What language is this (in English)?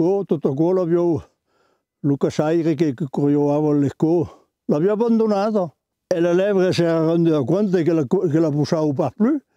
Occitan